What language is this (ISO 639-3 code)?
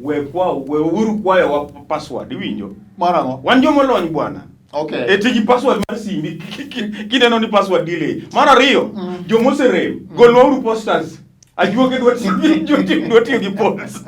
luo